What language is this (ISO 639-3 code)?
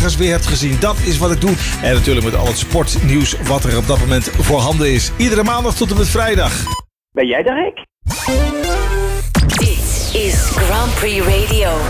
nld